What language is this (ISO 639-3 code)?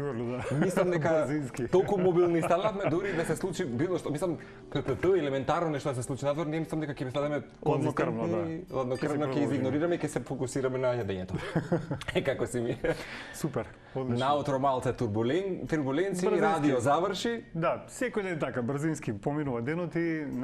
mkd